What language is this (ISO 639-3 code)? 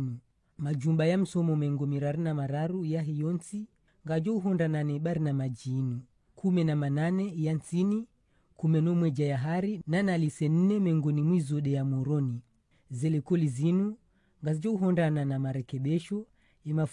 zdj